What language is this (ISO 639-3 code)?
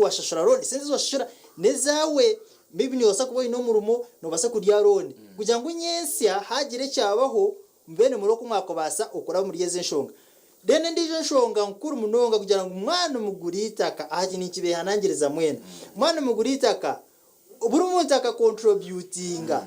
nyn